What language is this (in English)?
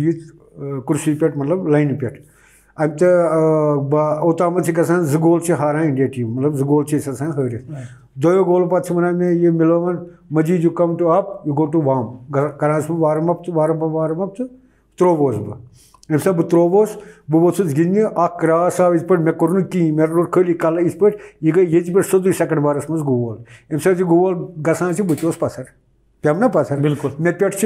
Kashmiri